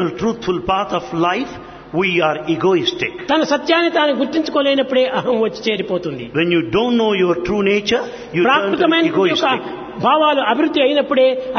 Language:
Telugu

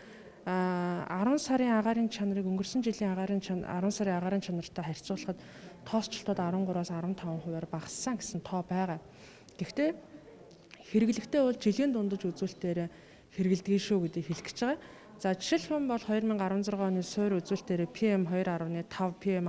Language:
Mongolian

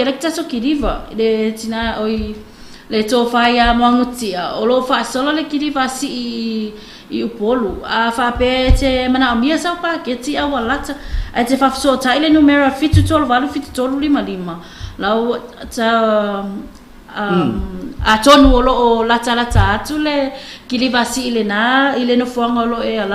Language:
Samoan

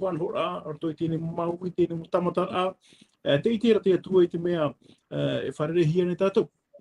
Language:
Tahitian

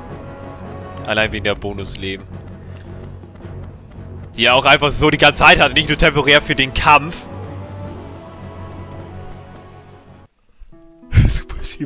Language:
German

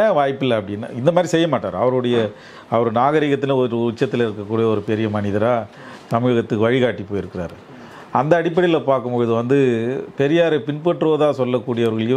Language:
Tamil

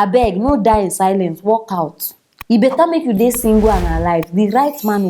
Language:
Nigerian Pidgin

